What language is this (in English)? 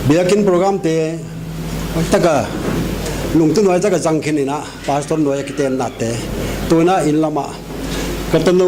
Paite Chin